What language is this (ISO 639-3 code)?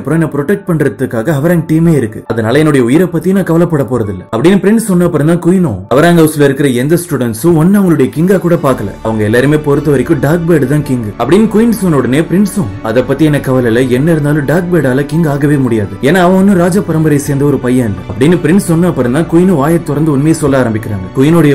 tam